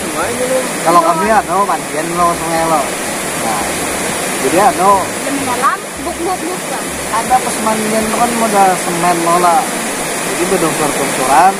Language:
Banjar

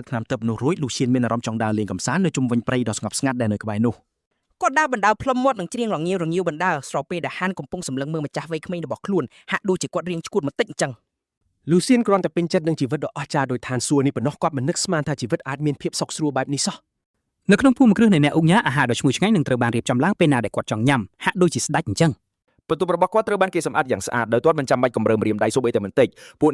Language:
Khmer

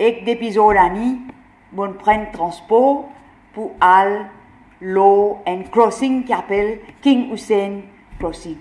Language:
Morisyen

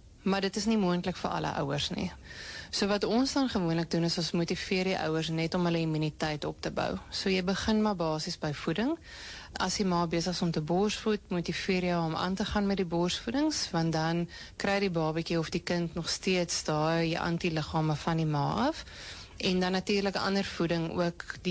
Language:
Afrikaans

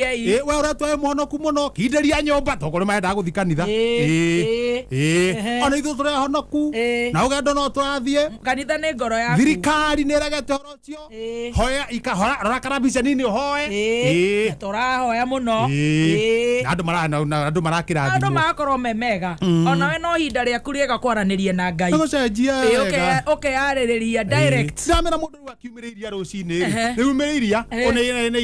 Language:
Kikuyu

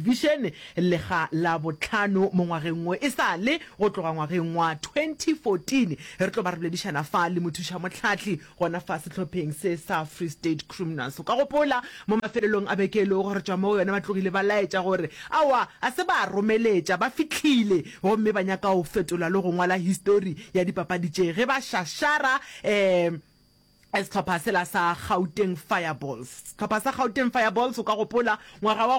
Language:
Northern Sotho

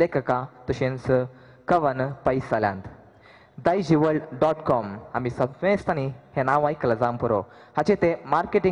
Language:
Konkani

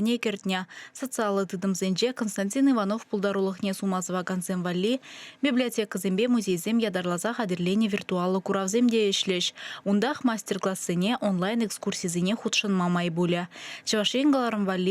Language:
Chuvash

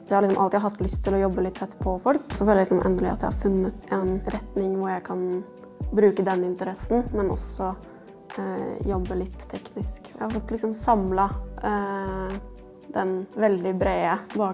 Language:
Norwegian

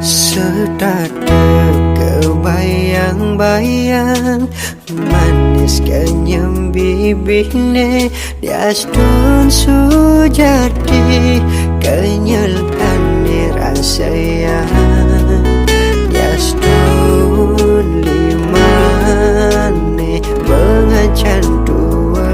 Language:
Balinese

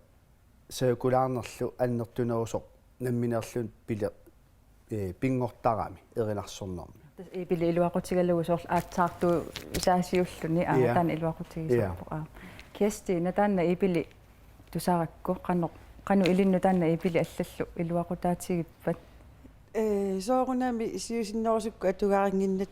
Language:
Kalaallisut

